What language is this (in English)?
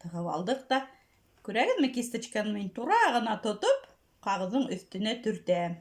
Bashkir